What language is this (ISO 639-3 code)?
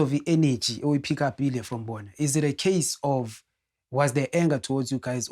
zul